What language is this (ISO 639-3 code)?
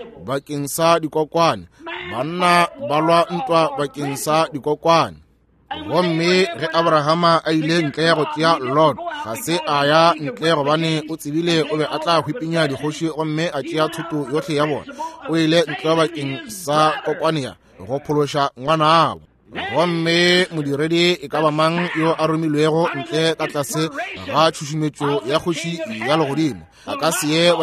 nso